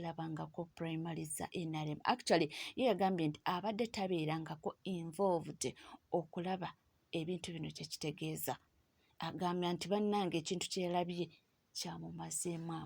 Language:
Ganda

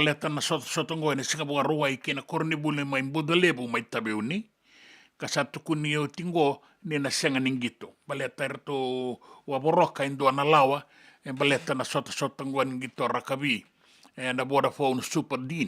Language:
Fijian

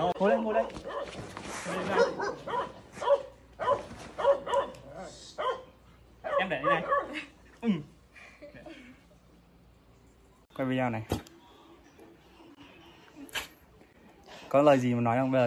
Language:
Vietnamese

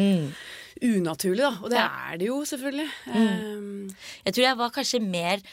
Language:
Norwegian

